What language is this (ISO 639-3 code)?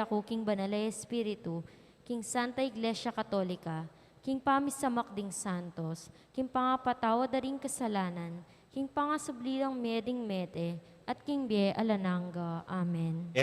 pam